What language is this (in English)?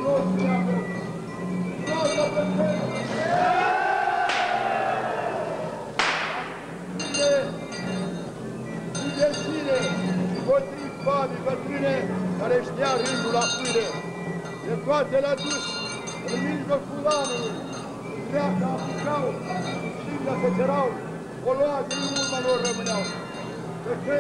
Romanian